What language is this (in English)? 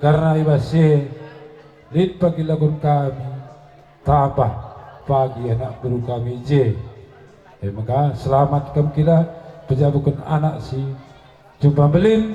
Batak Karo